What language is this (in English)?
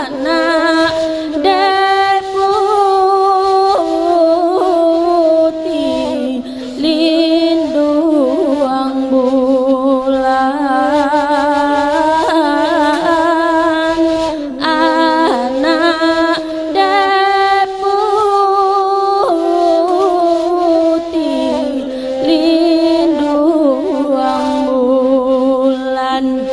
Minangkabau